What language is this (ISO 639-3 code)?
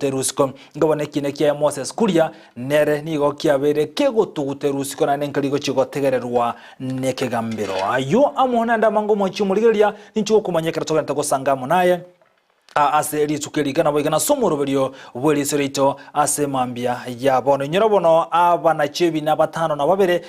guz